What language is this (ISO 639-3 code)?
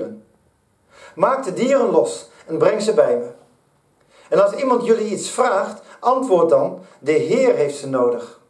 nld